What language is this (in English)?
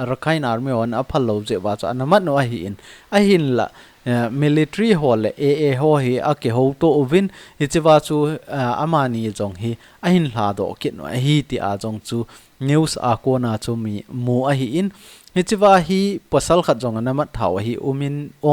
Thado Chin